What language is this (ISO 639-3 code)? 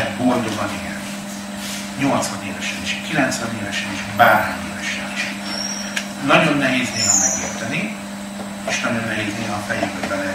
hun